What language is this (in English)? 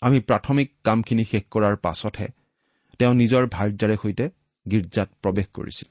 Assamese